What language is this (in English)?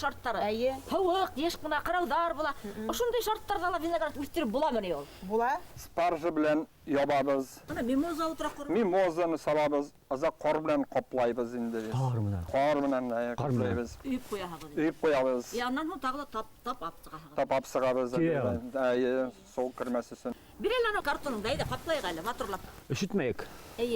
Bashkir